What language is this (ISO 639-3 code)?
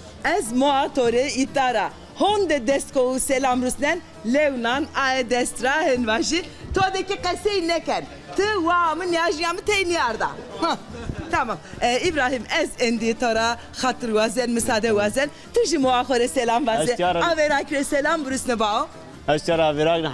zza